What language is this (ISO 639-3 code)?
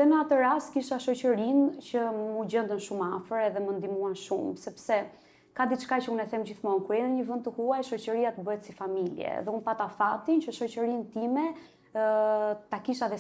sqi